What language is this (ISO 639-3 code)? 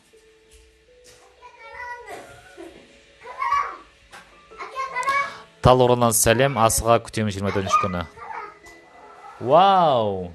kaz